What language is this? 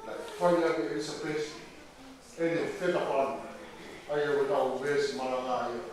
Tongan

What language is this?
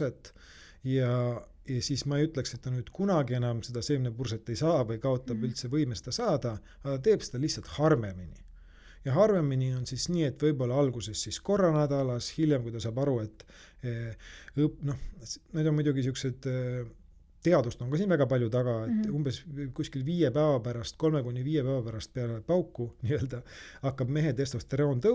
Estonian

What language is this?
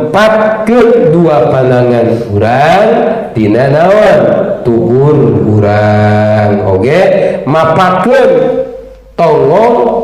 Sundanese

